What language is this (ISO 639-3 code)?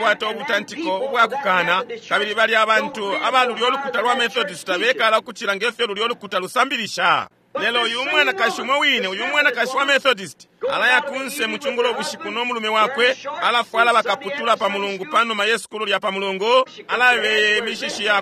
bem